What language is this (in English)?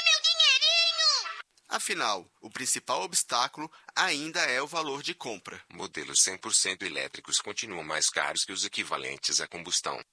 Portuguese